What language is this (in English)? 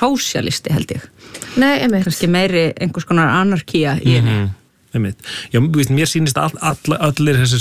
Icelandic